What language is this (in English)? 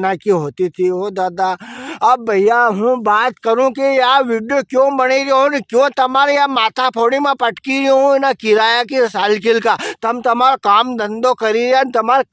Rajasthani